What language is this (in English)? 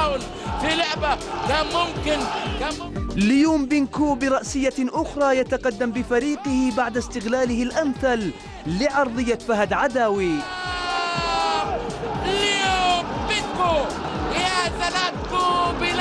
Arabic